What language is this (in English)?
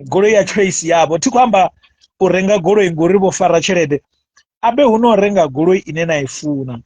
Venda